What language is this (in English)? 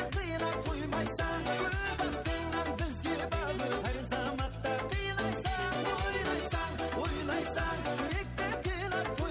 Kara-Kalpak